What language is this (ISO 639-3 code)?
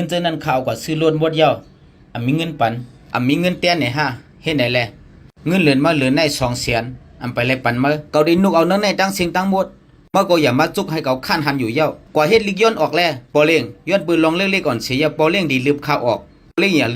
shn